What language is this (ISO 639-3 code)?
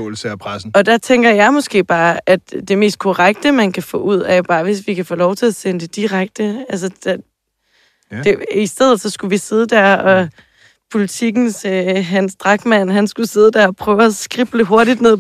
dan